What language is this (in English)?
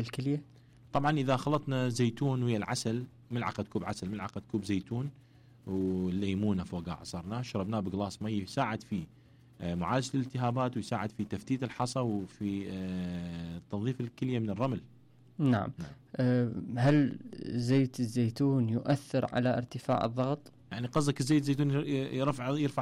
Mesopotamian Arabic